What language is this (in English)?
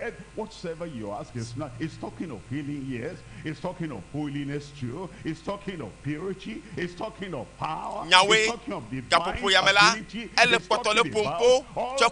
Ewe